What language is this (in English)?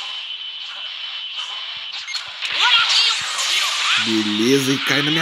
Portuguese